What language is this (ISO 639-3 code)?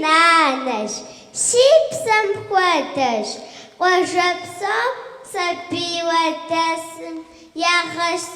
kbd